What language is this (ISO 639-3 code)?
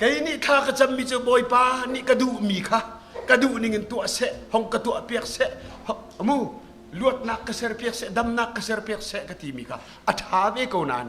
cnh